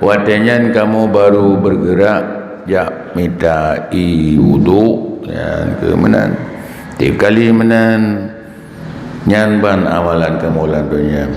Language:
Achinese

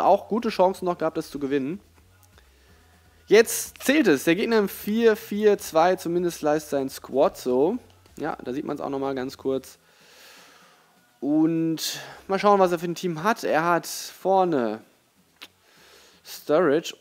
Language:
German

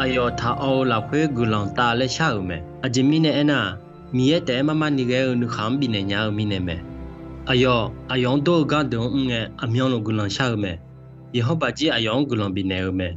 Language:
Akha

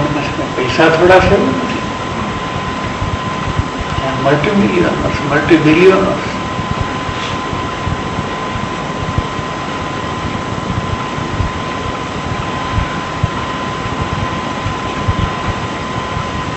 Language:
Gujarati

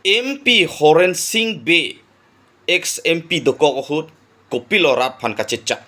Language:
Karbi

